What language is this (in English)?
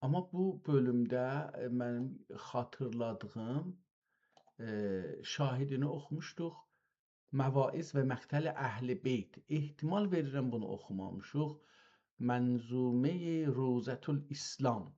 South Azerbaijani